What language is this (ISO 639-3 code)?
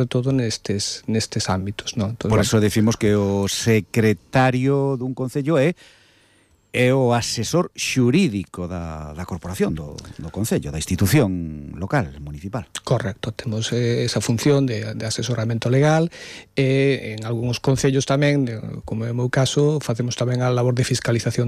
glg